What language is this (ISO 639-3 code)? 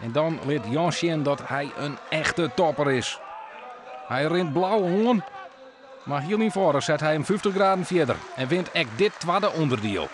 fry